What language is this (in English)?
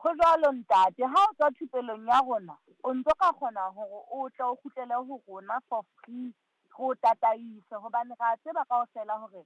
Southern Sotho